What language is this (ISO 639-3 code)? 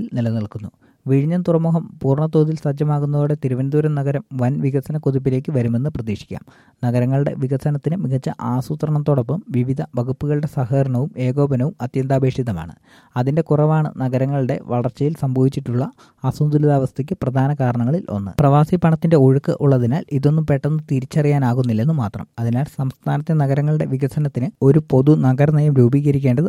mal